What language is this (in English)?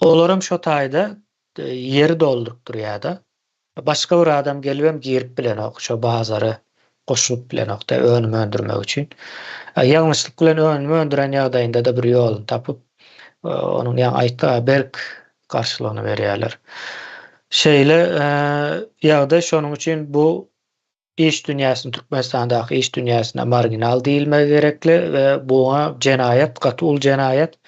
Turkmen